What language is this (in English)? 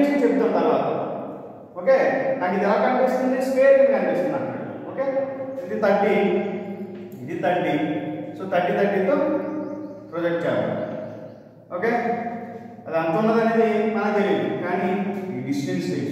Telugu